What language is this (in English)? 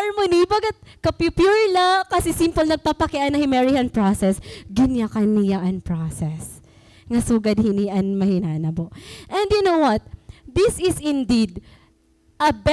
Waray